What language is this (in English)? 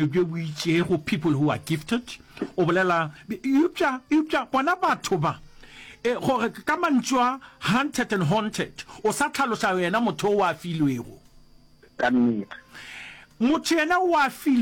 Northern Sotho